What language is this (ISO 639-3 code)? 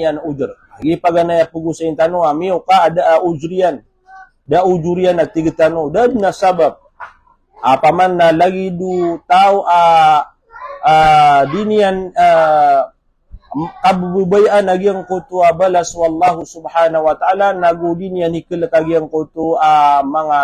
mrw